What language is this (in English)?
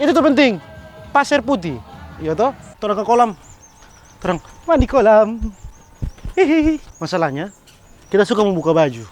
Manado Malay